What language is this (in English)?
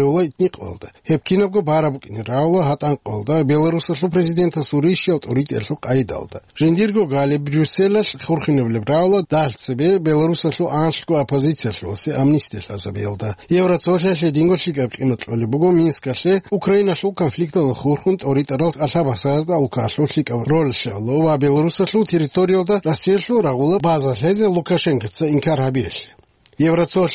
Avaric